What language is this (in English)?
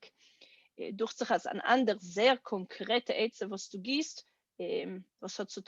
Yiddish